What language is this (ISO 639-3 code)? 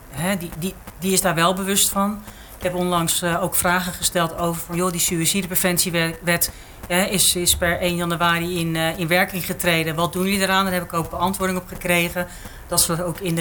nld